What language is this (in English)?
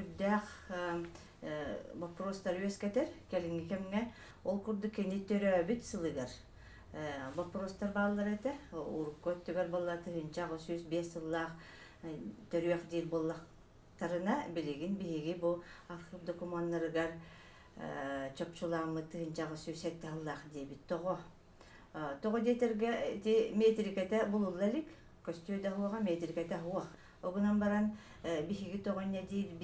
Yakut